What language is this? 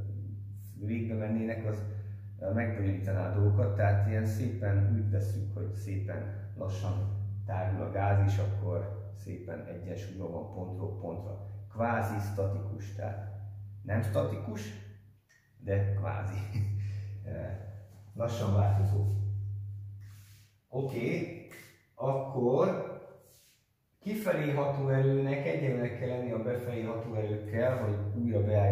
Hungarian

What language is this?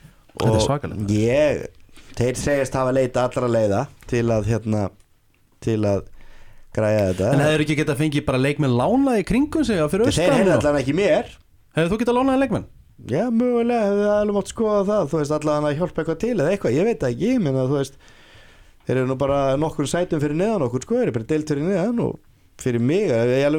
Icelandic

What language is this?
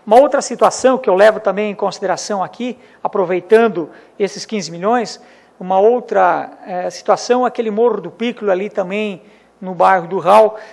Portuguese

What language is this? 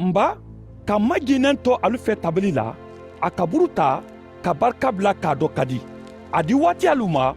Mandingo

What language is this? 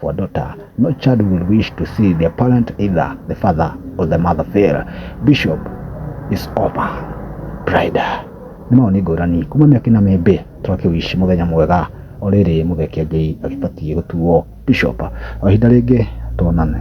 Kikuyu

